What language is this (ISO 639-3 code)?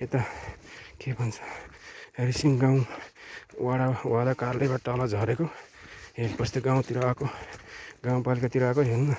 nep